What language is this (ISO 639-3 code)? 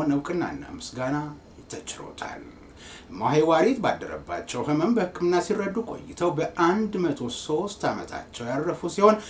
amh